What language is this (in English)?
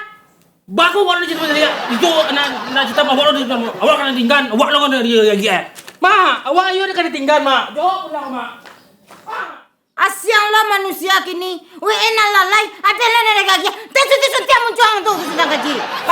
Minangkabau